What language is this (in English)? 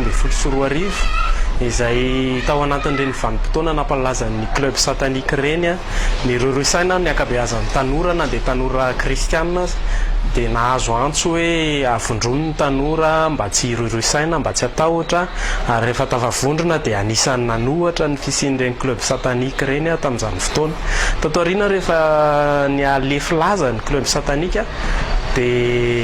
Malagasy